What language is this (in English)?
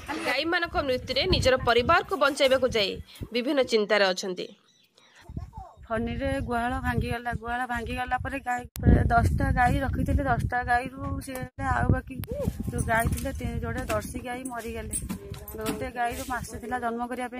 Odia